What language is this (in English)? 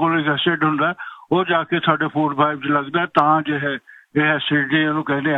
Punjabi